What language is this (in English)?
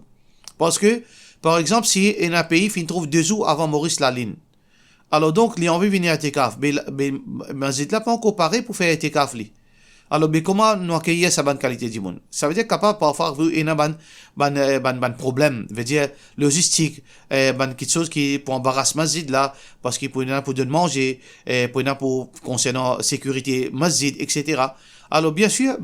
Morisyen